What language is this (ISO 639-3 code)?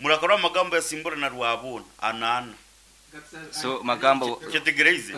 nyn